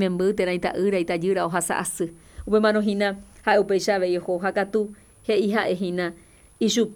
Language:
Guarani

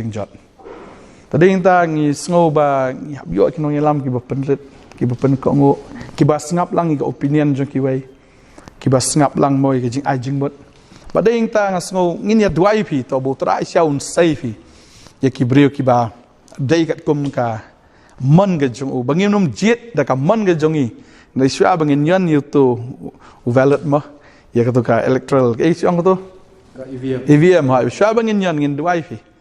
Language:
Khasi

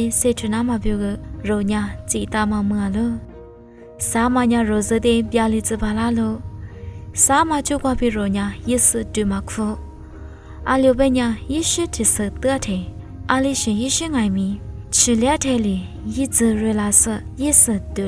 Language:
Lisu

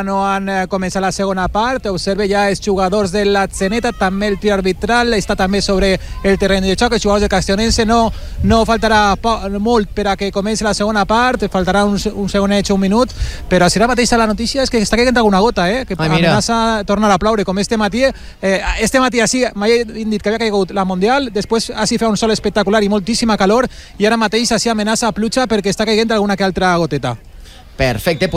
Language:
Catalan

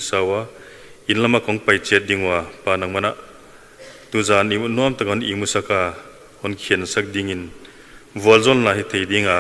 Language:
Tedim Chin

